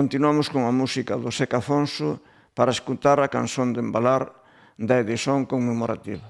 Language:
Galician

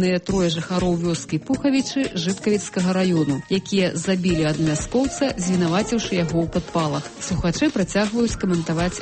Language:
Belarusian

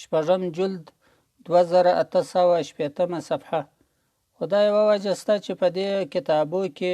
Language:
Pashto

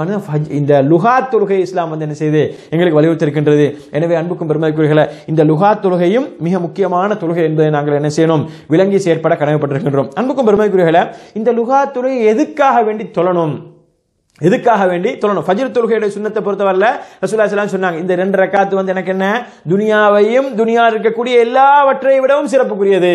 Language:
Tamil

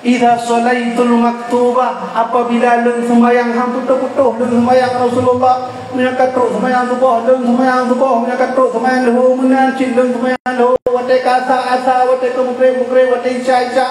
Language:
Achinese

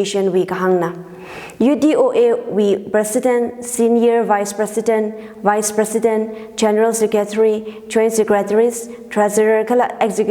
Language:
Tangkhul Naga (India)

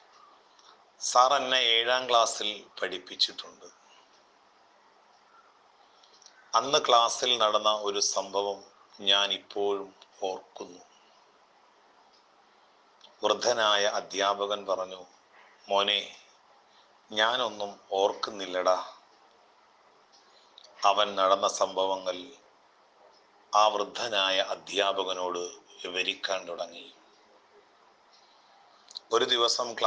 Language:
Malayalam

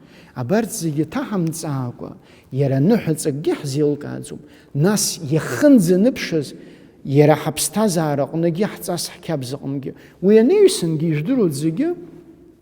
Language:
Abkhazian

